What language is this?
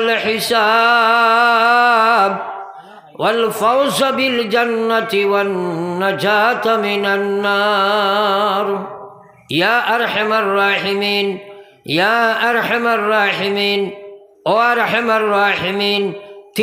Sylheti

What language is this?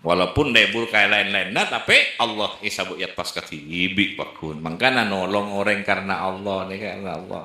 Madurese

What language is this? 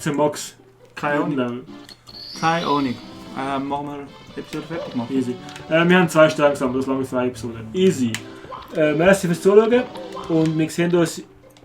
Swiss German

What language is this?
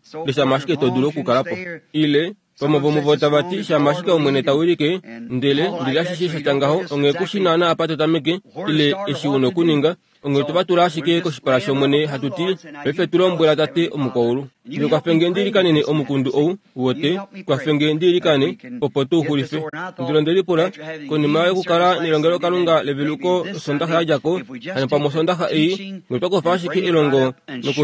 Kuanyama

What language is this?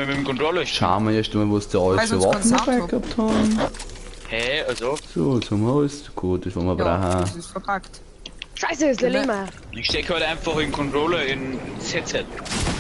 Bavarian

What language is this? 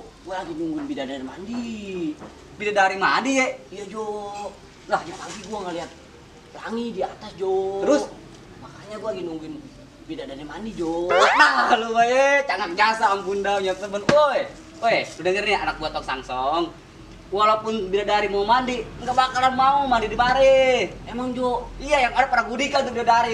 Betawi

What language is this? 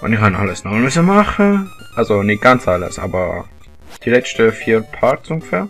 Swiss German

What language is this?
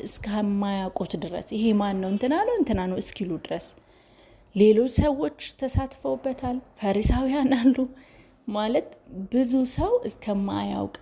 Amharic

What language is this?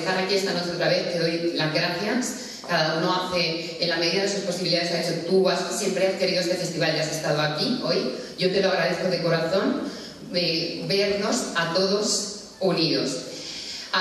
Spanish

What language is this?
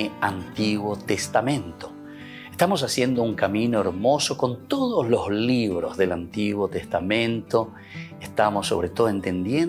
Spanish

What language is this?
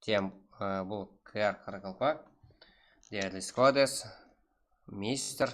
Kara-Kalpak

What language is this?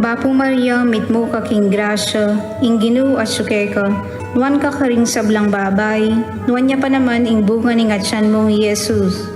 Pampanga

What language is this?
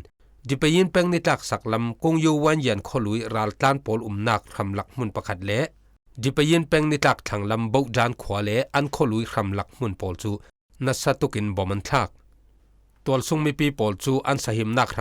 Falam Chin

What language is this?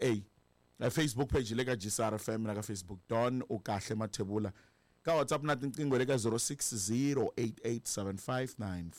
Tsonga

